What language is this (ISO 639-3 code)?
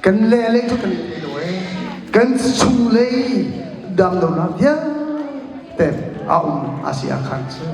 cnh